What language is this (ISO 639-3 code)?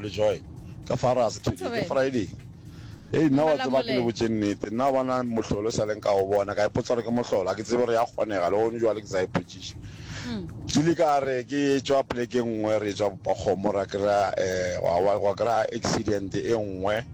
nso